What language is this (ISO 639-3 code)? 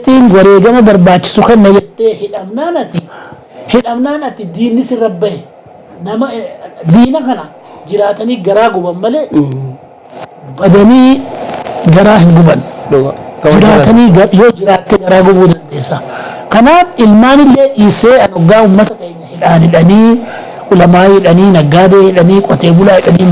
orm